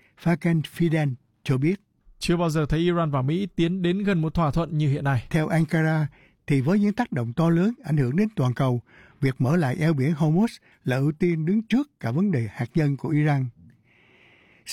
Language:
Vietnamese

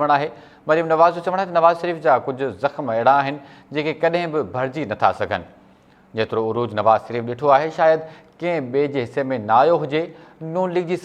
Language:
Sindhi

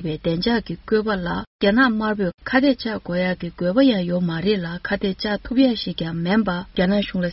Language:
Tibetan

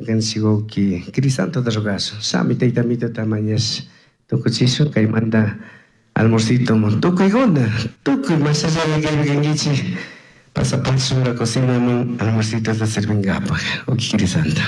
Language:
Chimborazo Highland Quichua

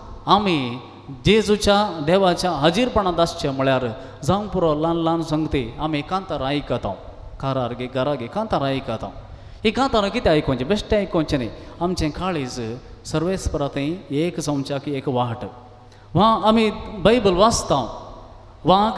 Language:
Konkani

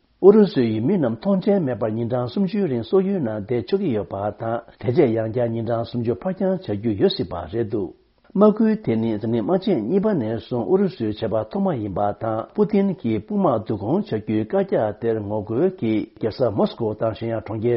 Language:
Tibetan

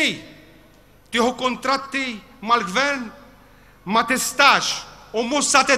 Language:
Maltese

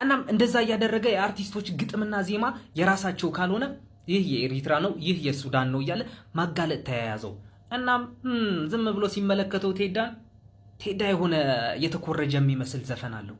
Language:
Amharic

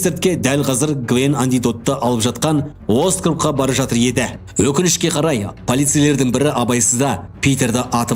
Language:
Kazakh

